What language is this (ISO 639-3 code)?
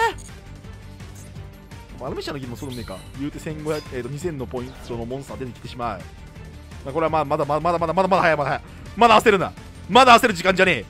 jpn